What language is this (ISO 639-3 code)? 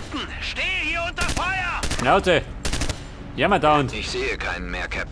bar